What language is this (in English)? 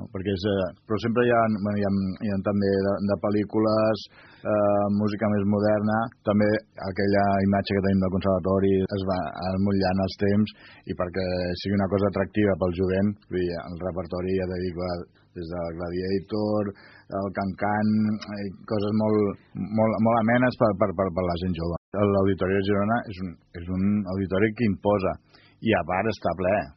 Catalan